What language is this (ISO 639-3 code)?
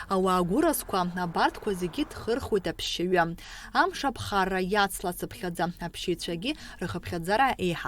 abk